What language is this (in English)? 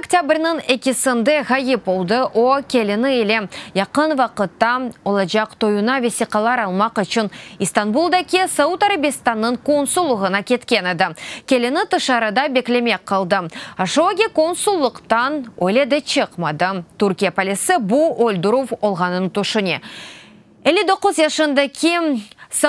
Crimean Tatar